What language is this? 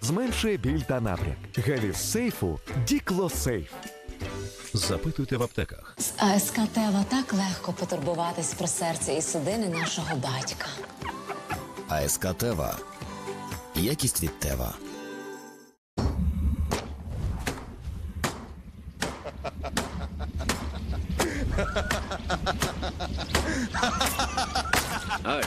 Ukrainian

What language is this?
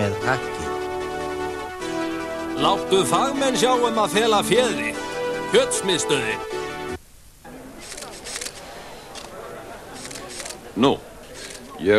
Icelandic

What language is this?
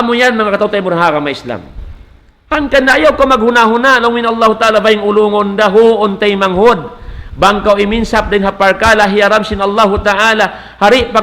Tausug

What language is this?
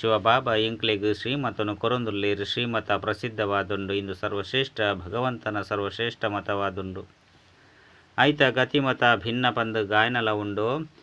Tulu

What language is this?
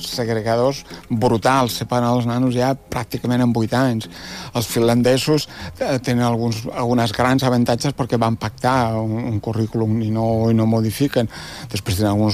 Catalan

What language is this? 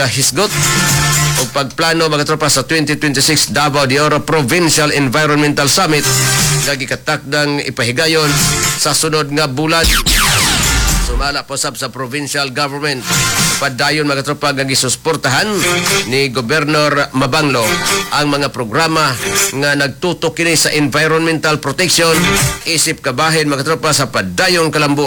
Cebuano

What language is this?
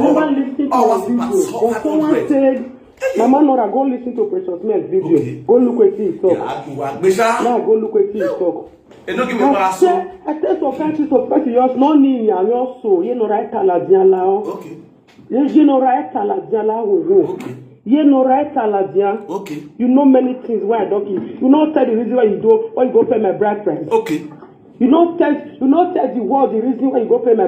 Nigerian Pidgin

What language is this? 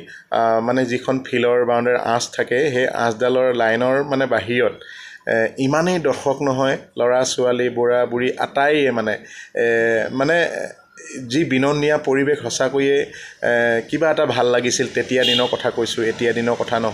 Assamese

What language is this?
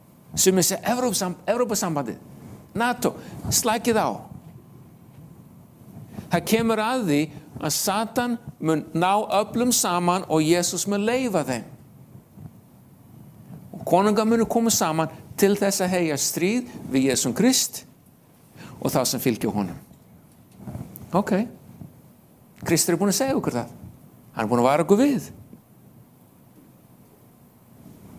Icelandic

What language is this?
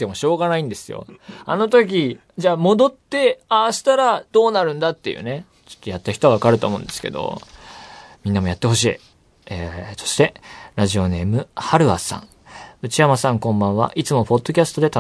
Japanese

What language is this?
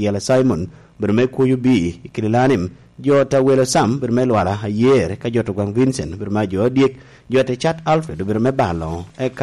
Lango (Uganda)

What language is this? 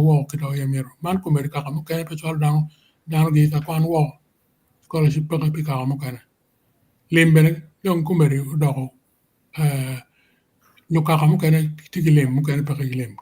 Acoli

